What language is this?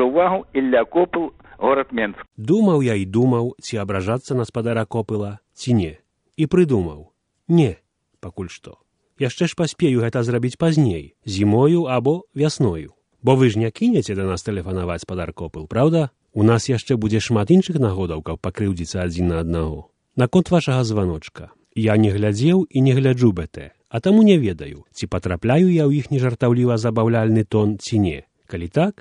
Belarusian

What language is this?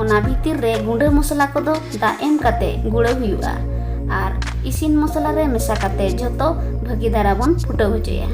Santali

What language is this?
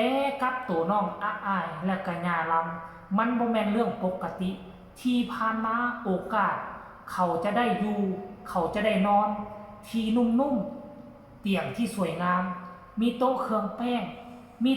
Lao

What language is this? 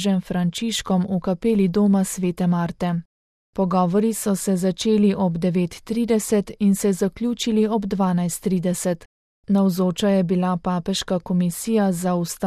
Slovenian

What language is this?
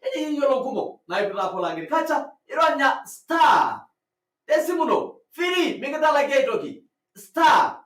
Masai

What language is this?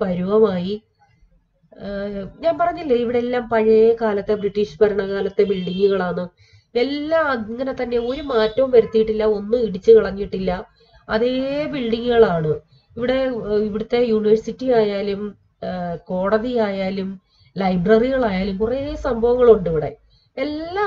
Malayalam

